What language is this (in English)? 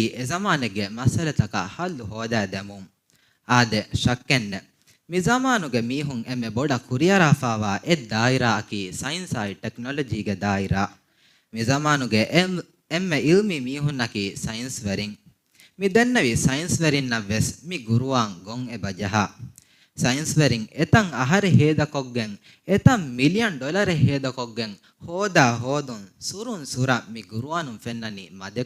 Divehi